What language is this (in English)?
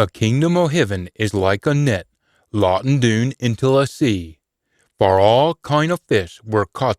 Scots